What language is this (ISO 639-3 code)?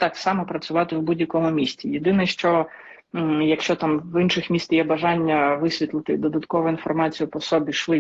ukr